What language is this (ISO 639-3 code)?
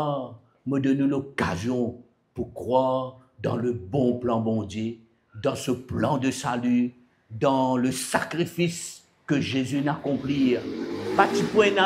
mfe